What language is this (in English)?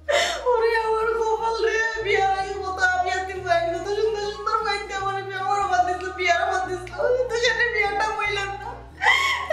Sylheti